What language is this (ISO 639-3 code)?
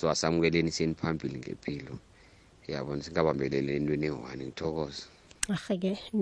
nbl